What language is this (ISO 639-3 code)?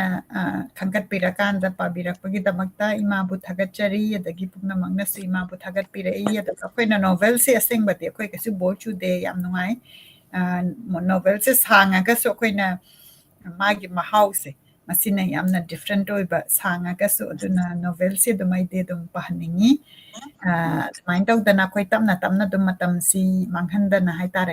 mni